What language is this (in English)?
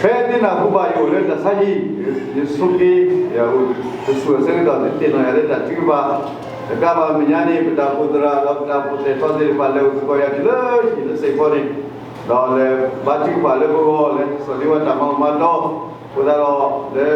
S'gaw Karen